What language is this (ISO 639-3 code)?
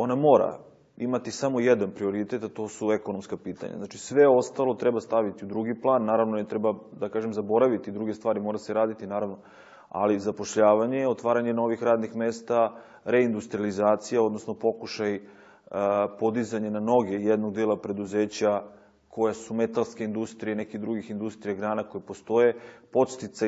srp